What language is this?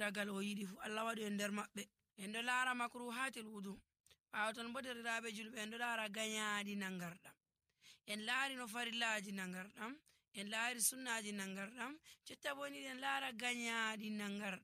Nigerian Fulfulde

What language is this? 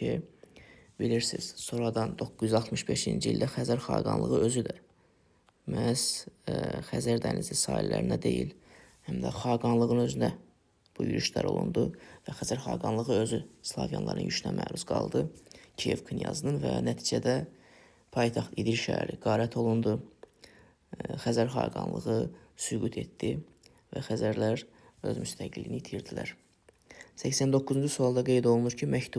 Azerbaijani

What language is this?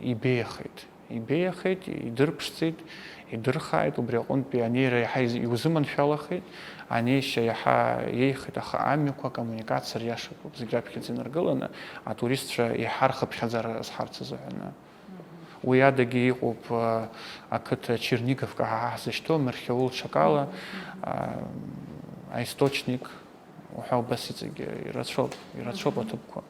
Abkhazian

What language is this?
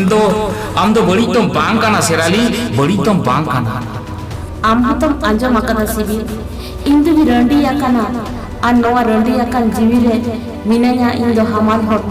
Santali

